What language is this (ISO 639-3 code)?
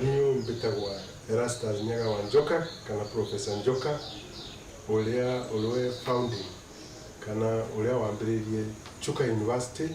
mer